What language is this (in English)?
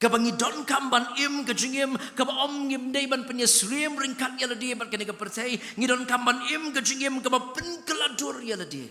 Khasi